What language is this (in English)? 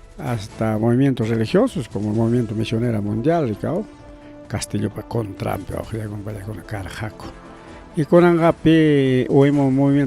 Ayacucho Quechua